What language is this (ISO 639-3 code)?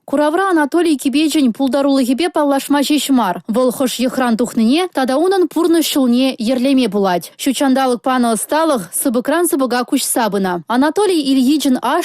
chv